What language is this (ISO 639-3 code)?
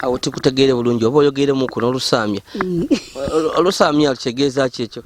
lug